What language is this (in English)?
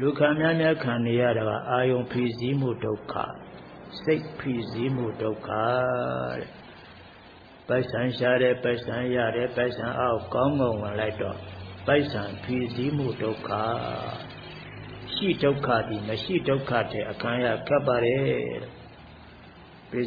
Burmese